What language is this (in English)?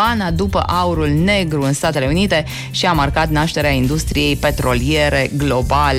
Romanian